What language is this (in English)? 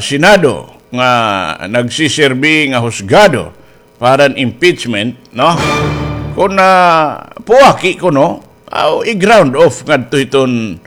Waray